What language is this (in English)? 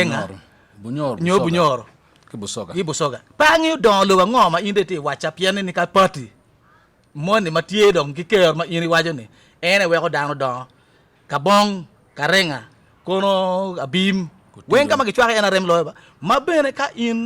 Acoli